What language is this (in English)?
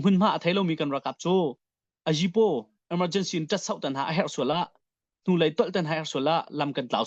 Hakha Chin